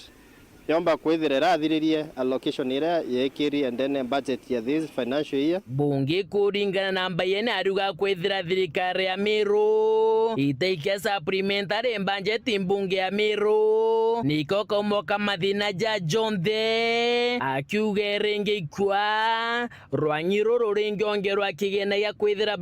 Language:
Meru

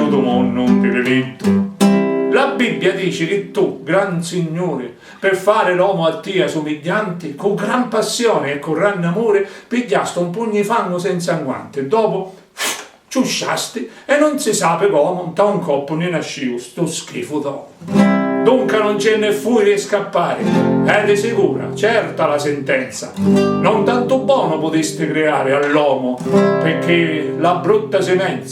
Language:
Sicilian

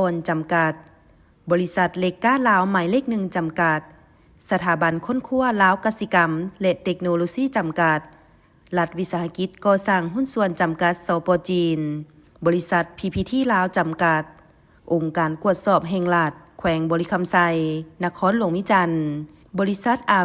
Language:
Lao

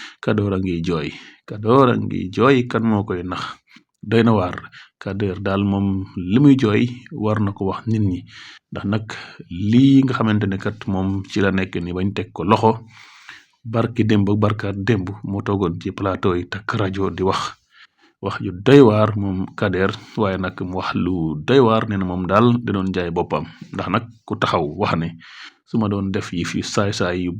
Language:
Wolof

